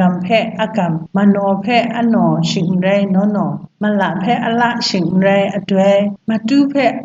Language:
Kachin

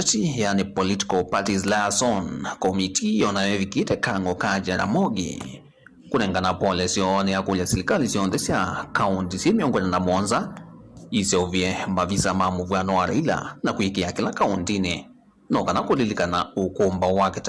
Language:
Kamba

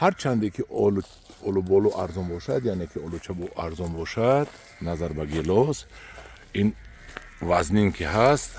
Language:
Tajik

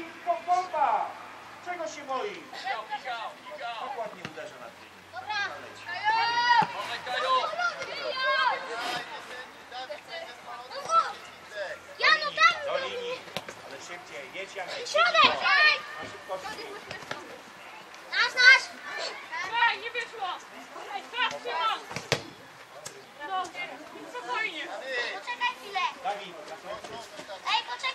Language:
Polish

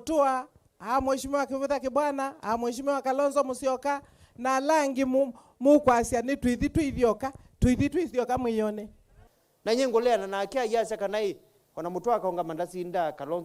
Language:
Kamba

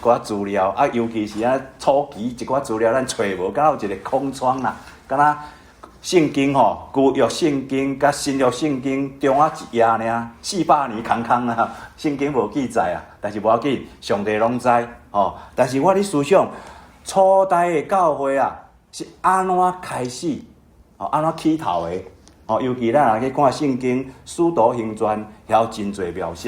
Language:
Min Nan Chinese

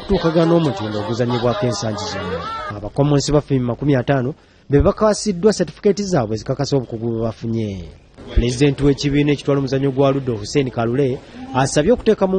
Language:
Ganda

